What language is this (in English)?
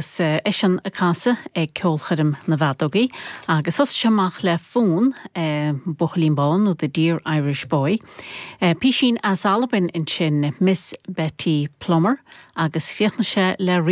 Irish